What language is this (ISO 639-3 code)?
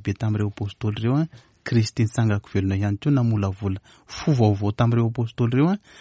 mlg